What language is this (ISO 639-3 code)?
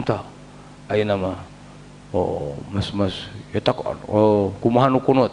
sun